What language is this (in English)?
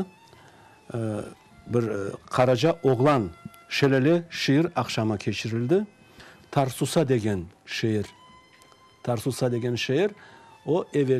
Crimean Tatar